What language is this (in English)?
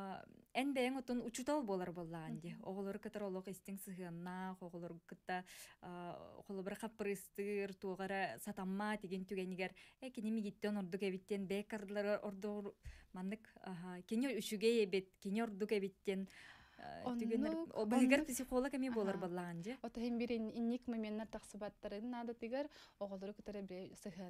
Yakut